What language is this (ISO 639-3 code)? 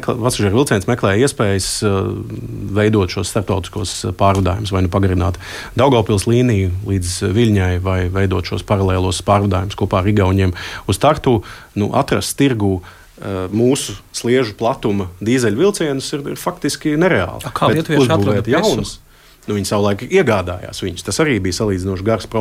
lav